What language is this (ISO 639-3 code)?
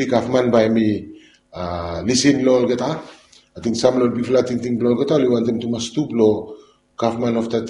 bis